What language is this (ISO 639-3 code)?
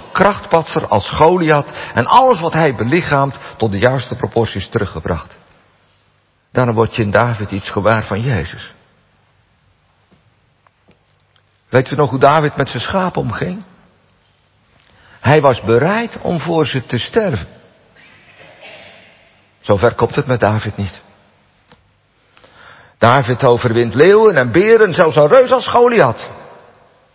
nld